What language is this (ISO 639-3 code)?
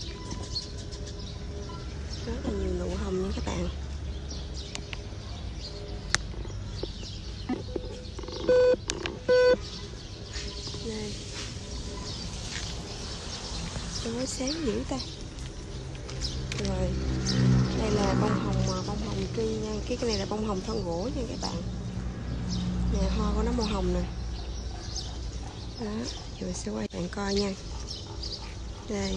vie